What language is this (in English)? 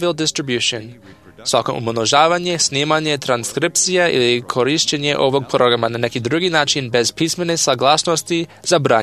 Serbian